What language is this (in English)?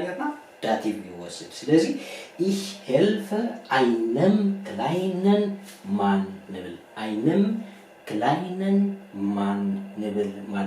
Tigrinya